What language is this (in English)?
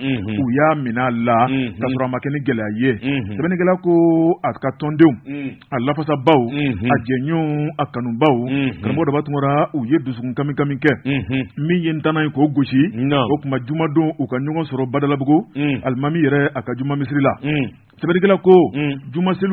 Bambara